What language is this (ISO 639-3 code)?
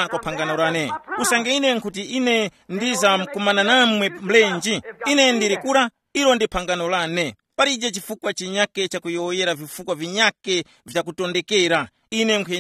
tum